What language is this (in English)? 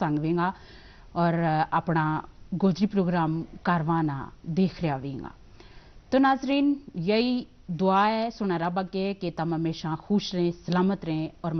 Gujari